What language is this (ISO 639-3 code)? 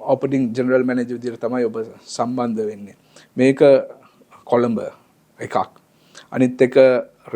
sin